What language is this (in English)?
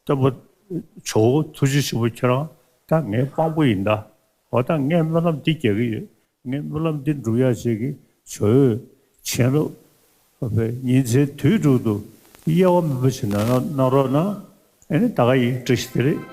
Tibetan